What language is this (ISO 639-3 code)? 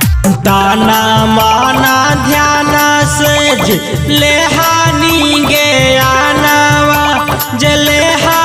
bho